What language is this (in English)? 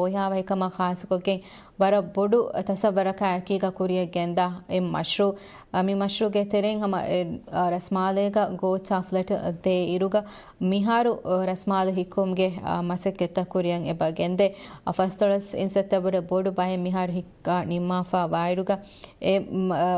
Divehi